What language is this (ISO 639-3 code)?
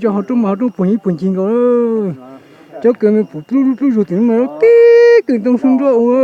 hmn